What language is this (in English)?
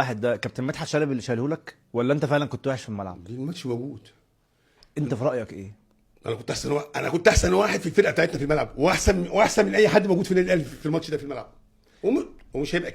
Egyptian Arabic